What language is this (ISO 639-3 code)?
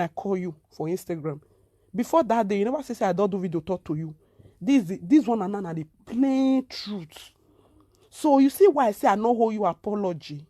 pcm